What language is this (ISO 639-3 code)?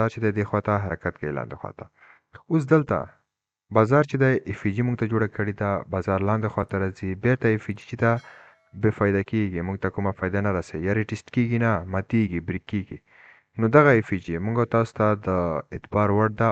pus